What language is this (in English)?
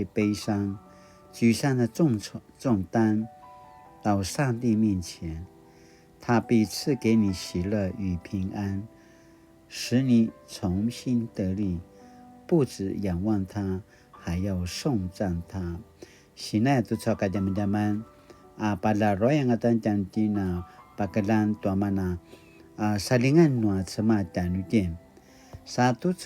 Paiwan